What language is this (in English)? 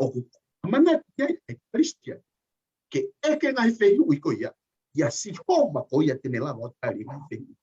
Tongan